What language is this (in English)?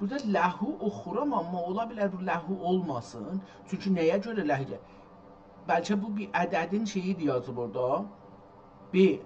South Azerbaijani